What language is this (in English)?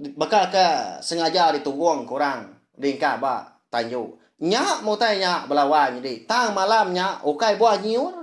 Iban